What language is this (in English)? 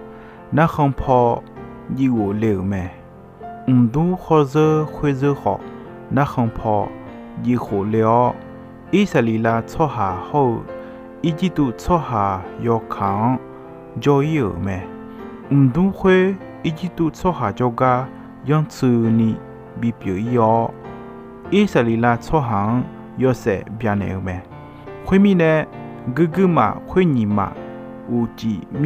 Akha